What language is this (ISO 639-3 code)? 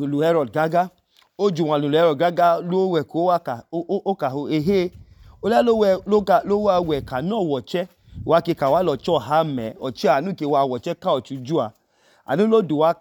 idu